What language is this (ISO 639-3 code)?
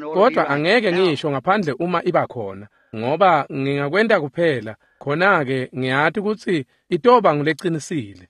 ssw